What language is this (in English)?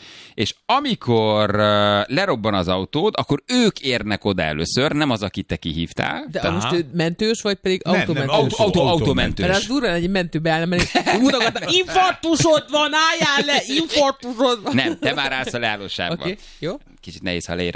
Hungarian